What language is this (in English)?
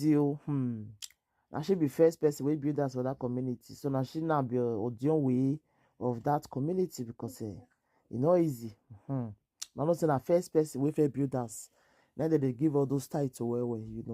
Nigerian Pidgin